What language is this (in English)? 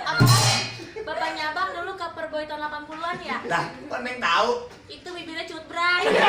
Betawi